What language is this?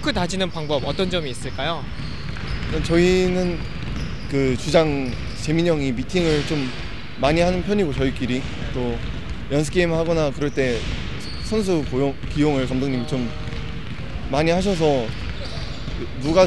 Korean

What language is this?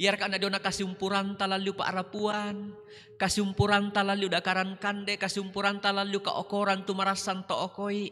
Toraja-Sa'dan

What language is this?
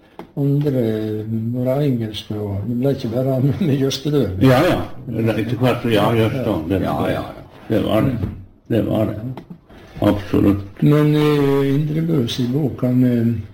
Norwegian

